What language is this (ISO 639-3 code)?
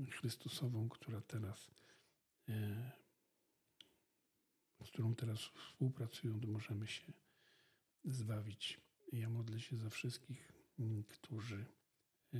pol